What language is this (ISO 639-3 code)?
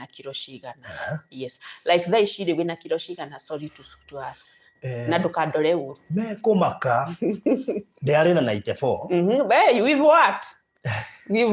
kik